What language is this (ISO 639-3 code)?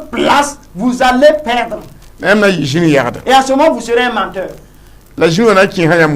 mos